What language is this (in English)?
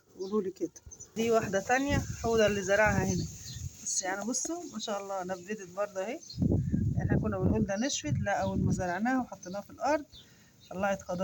Egyptian Arabic